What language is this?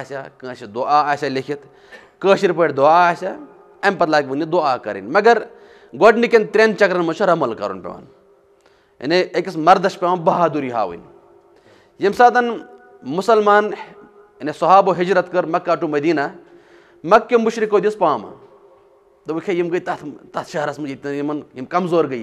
Kashmiri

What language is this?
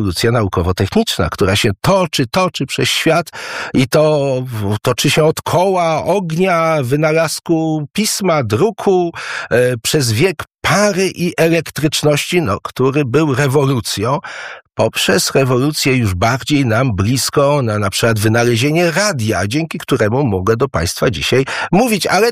Polish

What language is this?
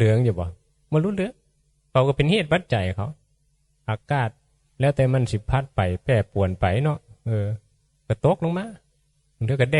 Northeastern Thai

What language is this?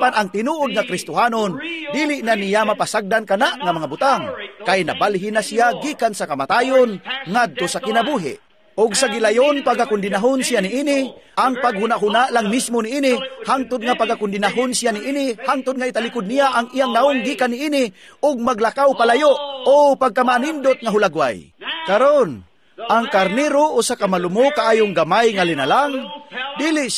Cebuano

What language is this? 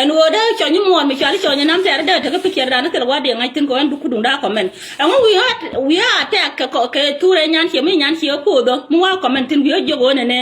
Nuer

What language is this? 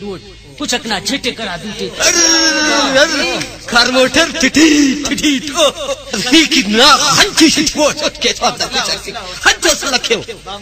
Brahui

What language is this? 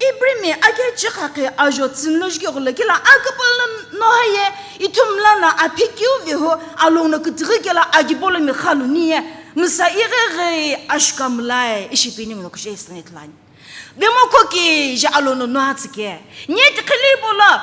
Sumi Naga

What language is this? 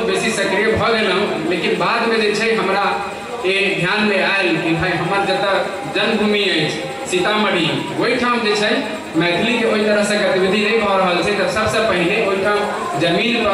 Maithili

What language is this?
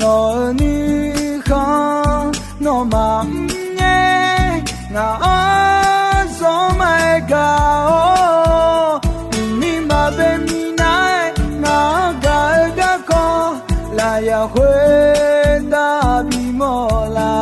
Akha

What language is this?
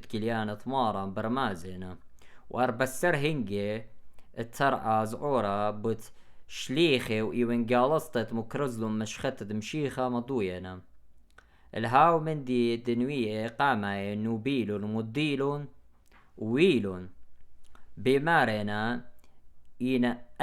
Assyrian Neo-Aramaic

